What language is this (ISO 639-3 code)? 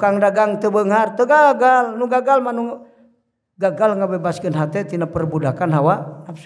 sun